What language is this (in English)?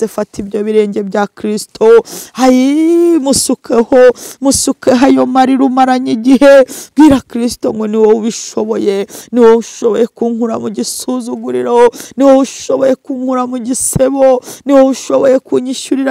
Kinyarwanda